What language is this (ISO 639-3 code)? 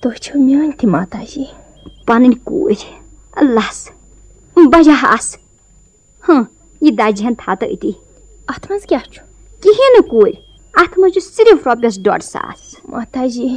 kas